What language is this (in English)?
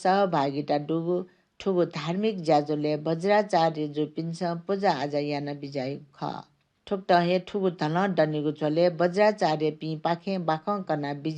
Newari